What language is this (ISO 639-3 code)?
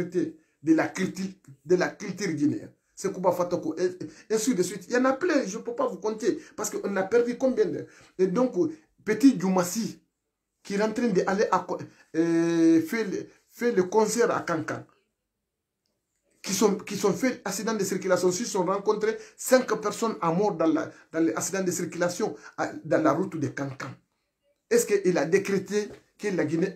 fra